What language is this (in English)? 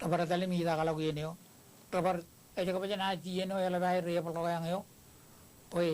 Marshallese